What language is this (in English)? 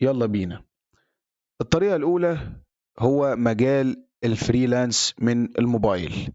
Egyptian Arabic